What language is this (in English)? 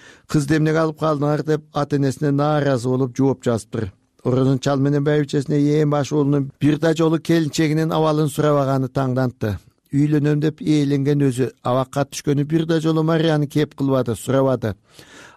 Kyrgyz